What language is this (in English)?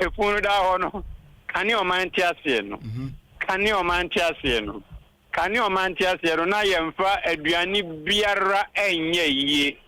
Akan